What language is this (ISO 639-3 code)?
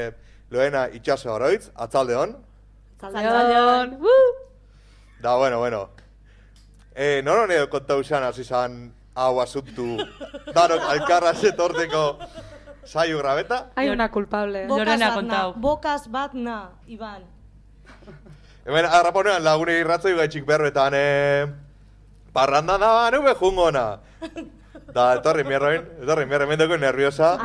eus